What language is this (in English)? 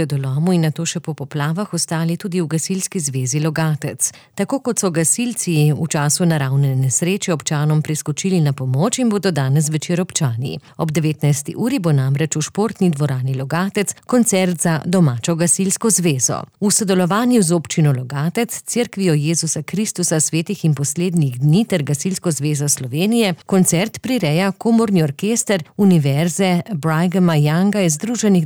Slovenian